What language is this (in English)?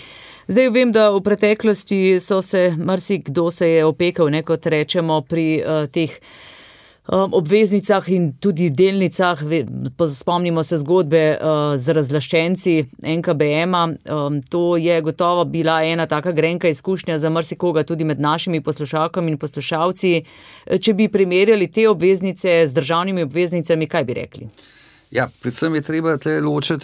Slovenian